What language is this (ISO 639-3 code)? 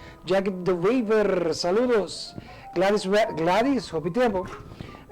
pap